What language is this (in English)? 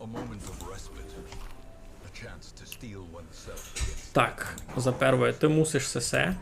Rusyn